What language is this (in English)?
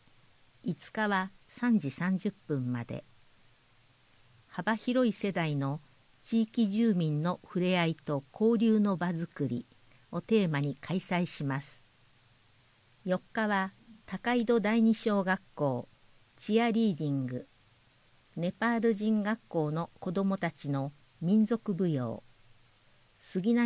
Japanese